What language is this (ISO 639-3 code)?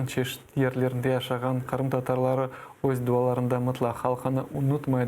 crh